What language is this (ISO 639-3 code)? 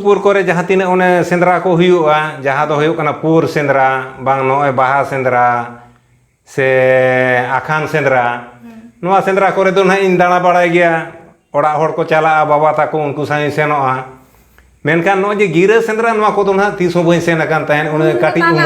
sat